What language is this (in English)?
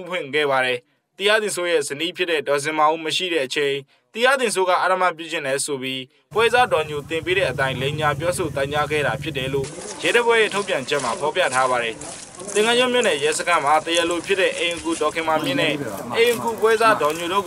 Burmese